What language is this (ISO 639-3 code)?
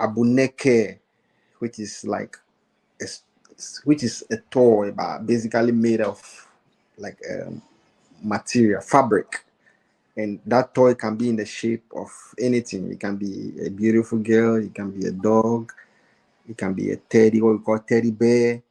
ewe